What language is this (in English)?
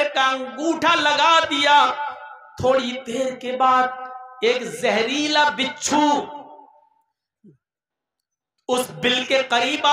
Urdu